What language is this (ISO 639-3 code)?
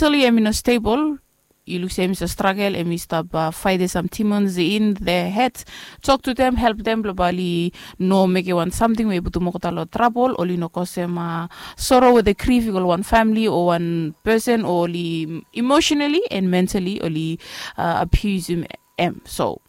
bis